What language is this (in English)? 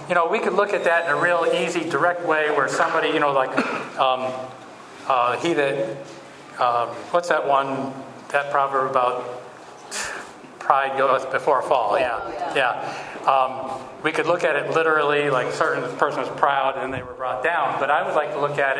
English